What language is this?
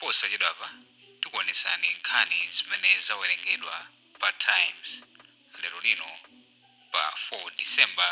Nyanja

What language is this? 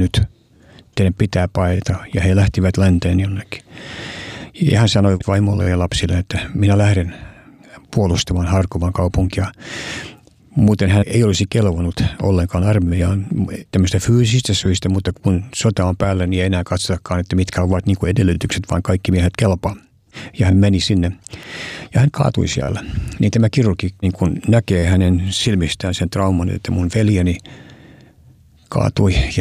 Finnish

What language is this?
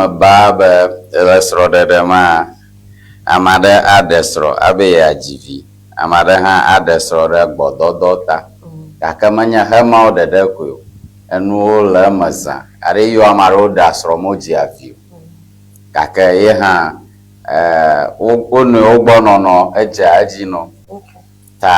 Ewe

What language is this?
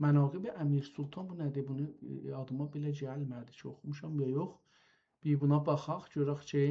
South Azerbaijani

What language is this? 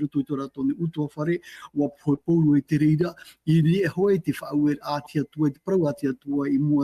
Tahitian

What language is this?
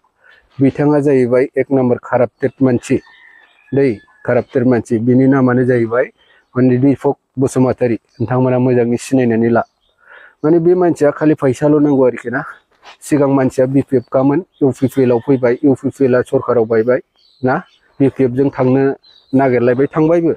Bodo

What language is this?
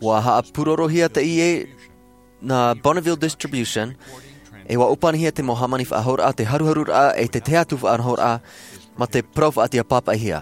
Tahitian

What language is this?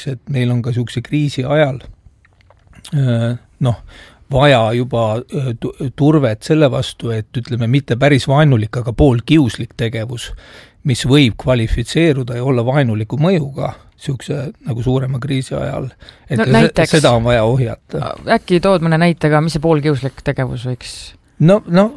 Estonian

